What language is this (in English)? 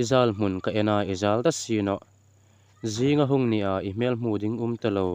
Hmar